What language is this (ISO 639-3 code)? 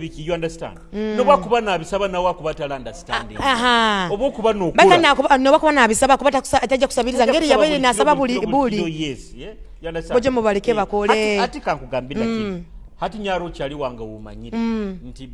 nyo